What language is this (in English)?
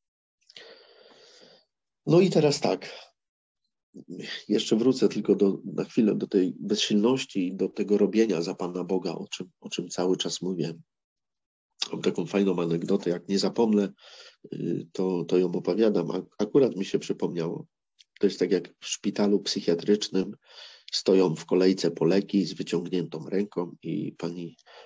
Polish